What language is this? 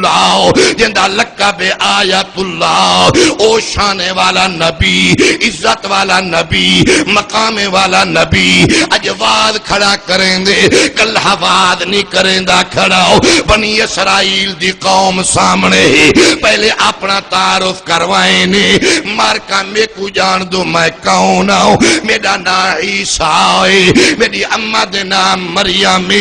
Saraiki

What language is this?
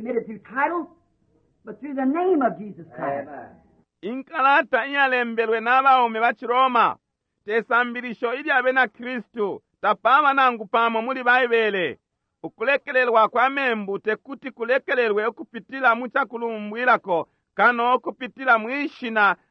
Bemba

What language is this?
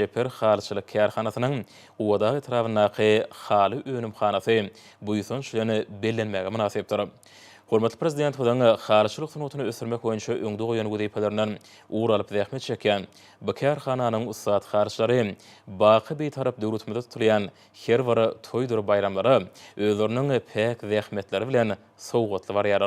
Turkmen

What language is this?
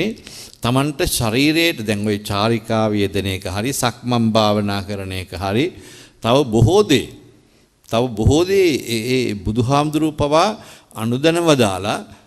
Sinhala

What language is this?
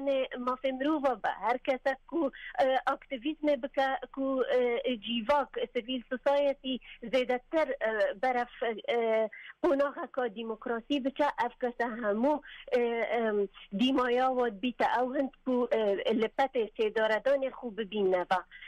Kurdish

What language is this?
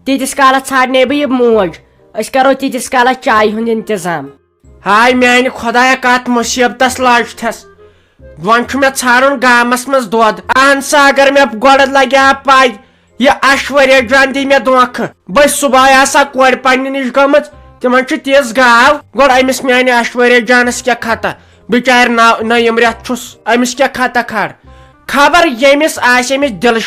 Kashmiri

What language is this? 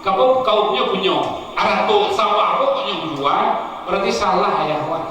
Minangkabau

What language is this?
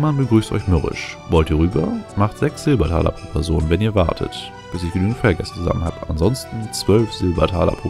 German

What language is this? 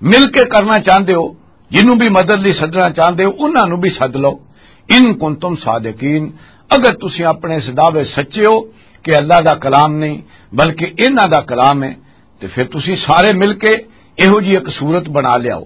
Western Panjabi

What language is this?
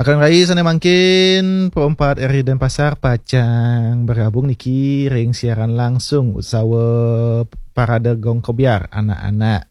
Balinese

